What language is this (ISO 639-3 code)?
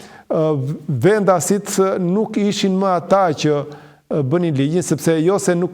sqi